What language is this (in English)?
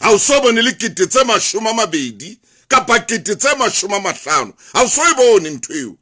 Southern Sotho